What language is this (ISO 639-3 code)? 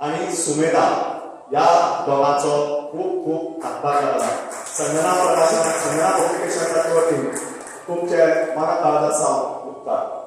kok